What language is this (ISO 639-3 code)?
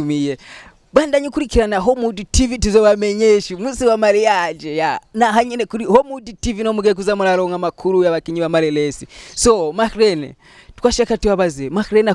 run